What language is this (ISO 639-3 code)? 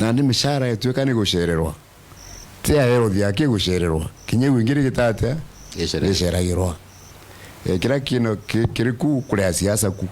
mer